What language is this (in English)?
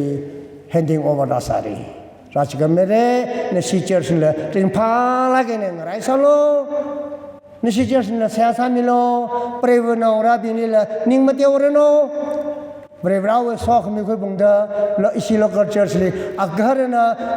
Tangkhul Naga (India)